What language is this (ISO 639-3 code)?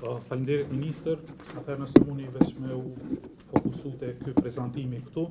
sqi